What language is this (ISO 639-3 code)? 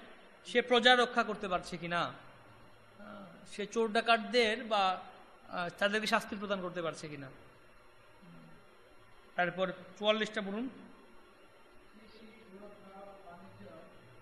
ben